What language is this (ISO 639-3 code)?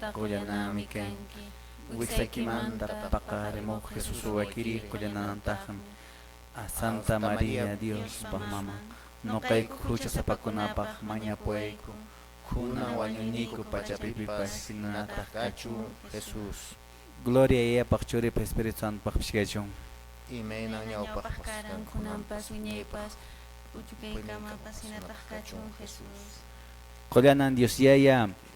que